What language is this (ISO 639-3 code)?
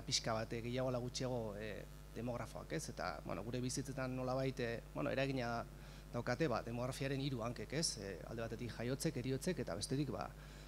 eus